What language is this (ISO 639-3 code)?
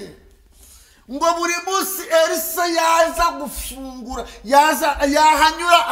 kin